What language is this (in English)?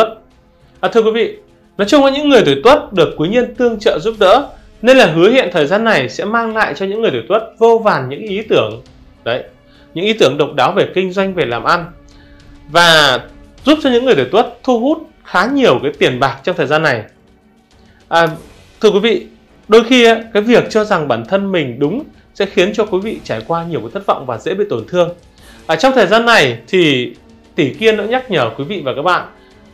Vietnamese